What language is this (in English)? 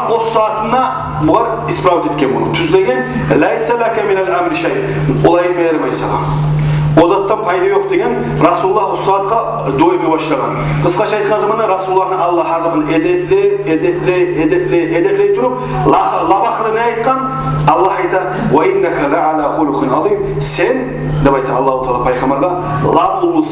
Kumyk